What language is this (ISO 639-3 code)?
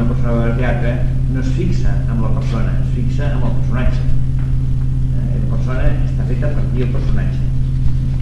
cat